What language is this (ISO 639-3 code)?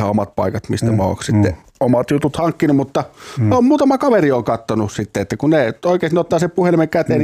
fin